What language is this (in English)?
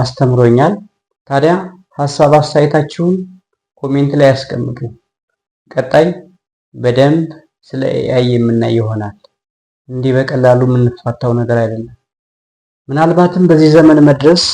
Amharic